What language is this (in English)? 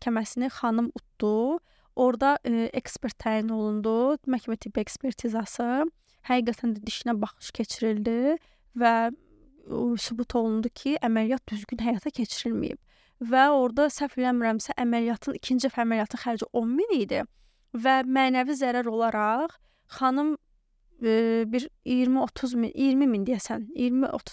Azerbaijani